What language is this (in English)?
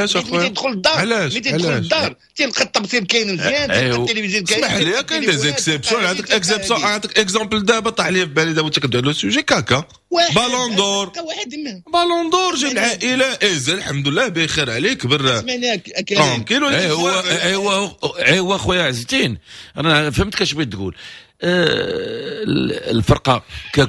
Moroccan Arabic